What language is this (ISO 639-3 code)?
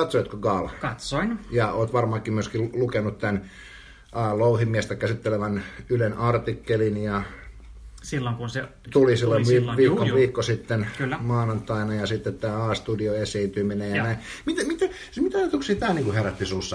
fin